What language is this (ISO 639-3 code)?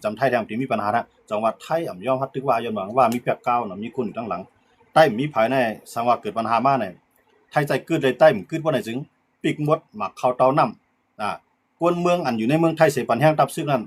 shn